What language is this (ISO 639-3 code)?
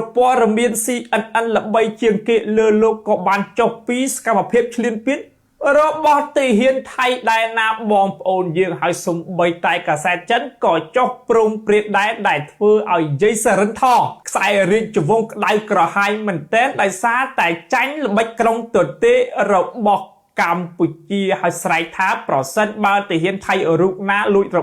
khm